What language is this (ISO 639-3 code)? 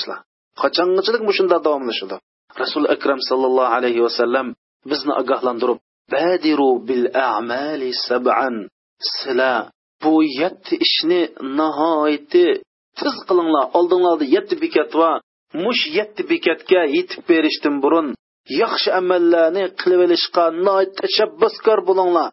uig